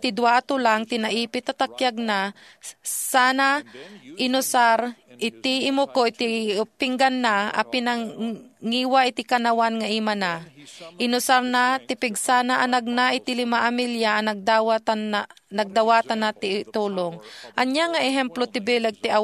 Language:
Iloko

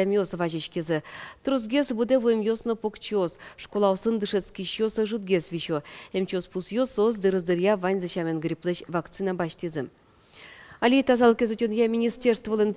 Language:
Udmurt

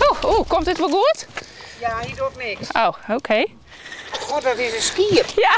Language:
Western Frisian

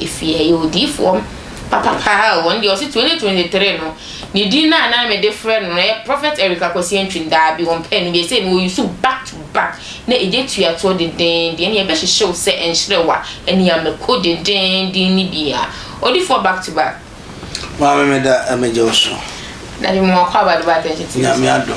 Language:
Akan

